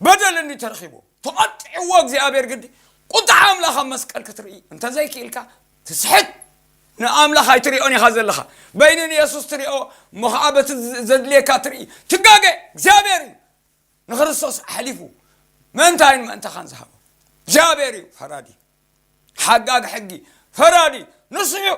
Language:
Tigrinya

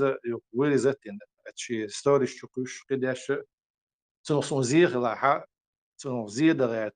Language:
Chechen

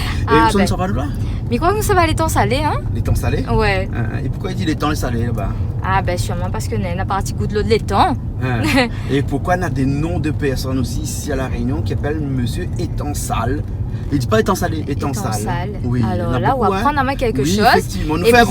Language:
Réunion Creole French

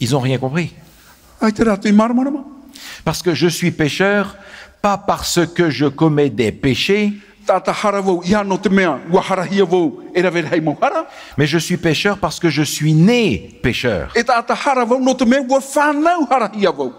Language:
Tahitian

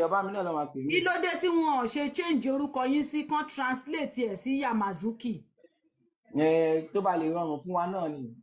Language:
Yoruba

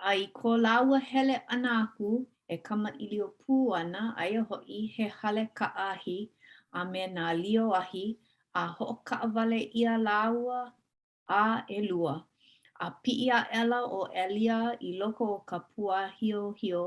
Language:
Hawaiian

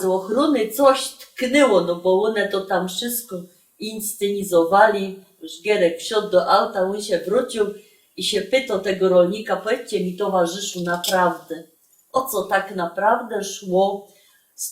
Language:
Silesian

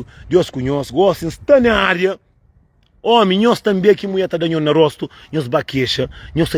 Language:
Kabuverdianu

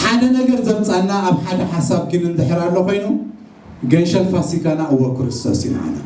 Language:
Tigrinya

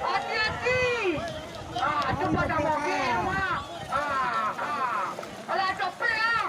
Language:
Minangkabau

